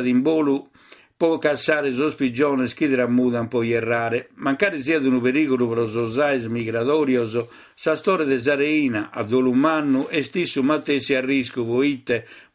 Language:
Sardinian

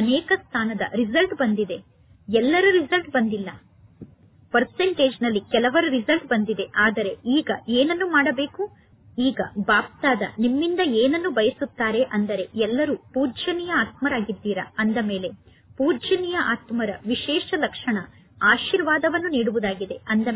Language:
Kannada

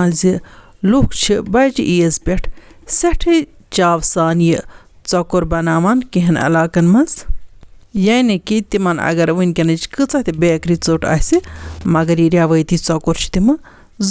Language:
Kashmiri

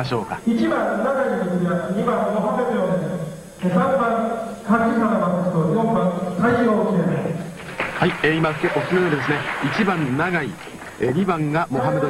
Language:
Japanese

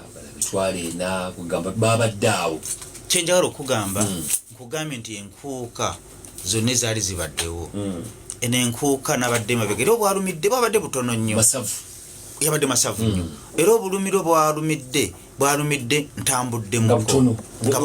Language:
Ganda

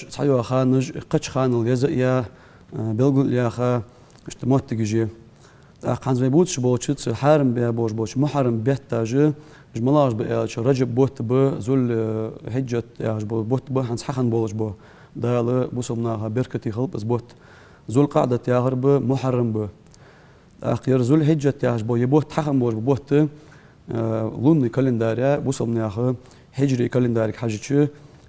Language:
Ingush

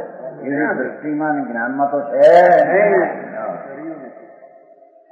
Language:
Gujarati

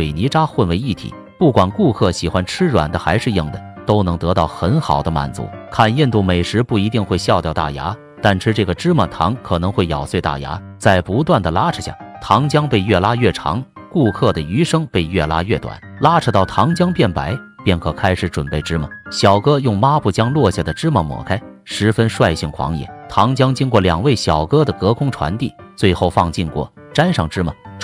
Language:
Chinese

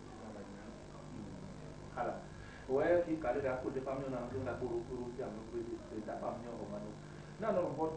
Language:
Basaa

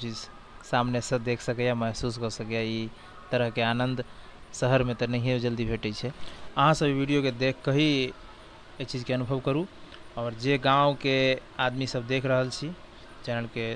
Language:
Maithili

